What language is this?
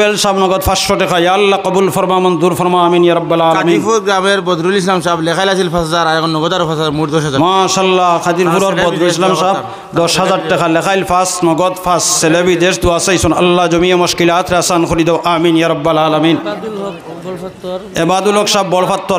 Sylheti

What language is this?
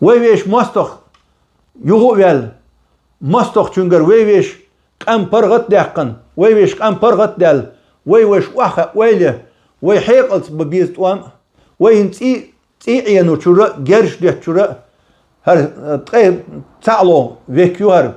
Chechen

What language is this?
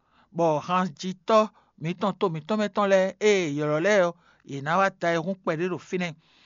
Fon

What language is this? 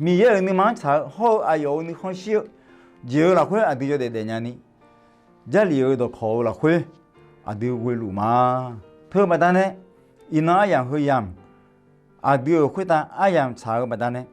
Akha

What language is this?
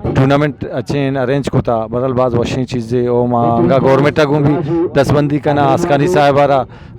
Eastern Balochi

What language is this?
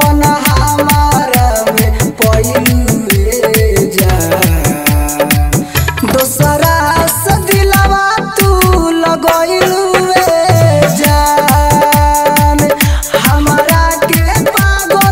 Bhojpuri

